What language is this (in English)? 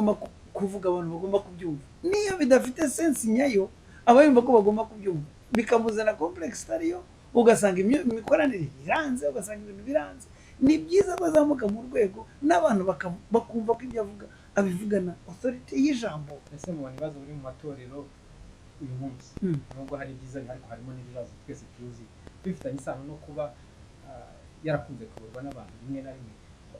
Kinyarwanda